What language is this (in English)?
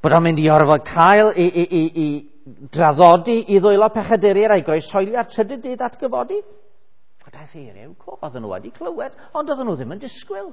Welsh